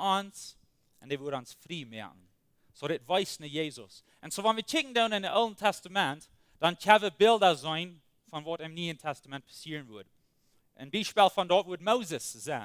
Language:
Plautdietsch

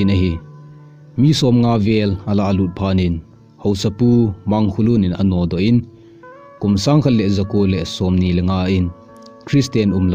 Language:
Thado Chin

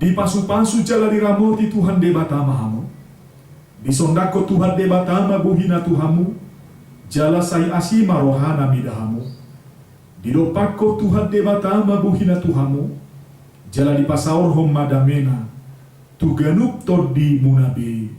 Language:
Batak Toba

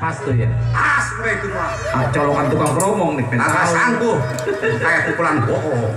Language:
Betawi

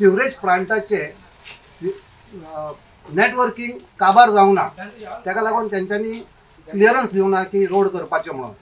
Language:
Konkani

